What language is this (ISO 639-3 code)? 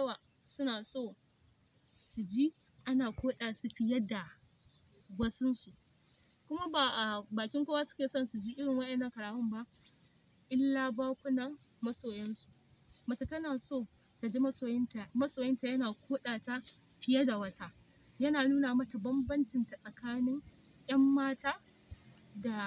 hau